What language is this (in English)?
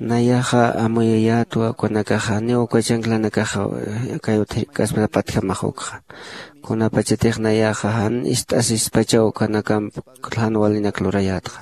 Aymara